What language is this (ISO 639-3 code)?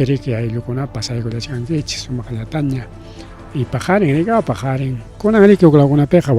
quy